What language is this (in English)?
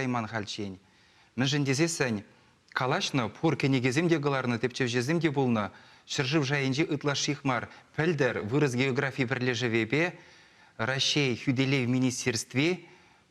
Chuvash